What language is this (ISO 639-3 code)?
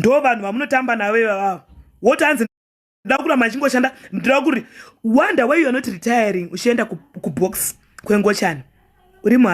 sna